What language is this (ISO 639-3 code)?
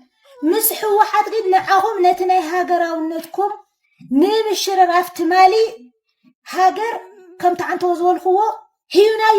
tir